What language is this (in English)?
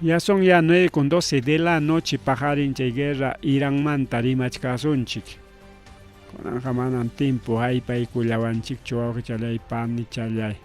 Ayacucho Quechua